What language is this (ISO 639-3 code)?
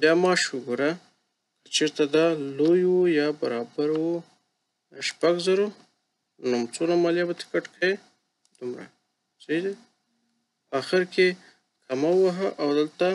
pus